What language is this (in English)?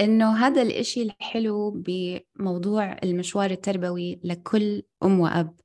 North Levantine Arabic